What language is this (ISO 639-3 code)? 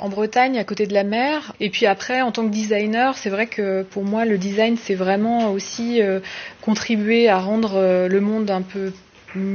fra